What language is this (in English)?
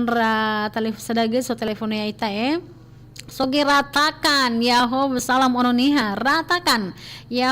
Nias